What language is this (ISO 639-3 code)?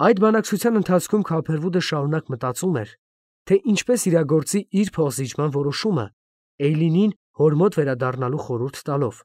hye